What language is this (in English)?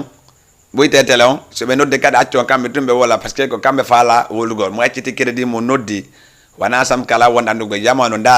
Fula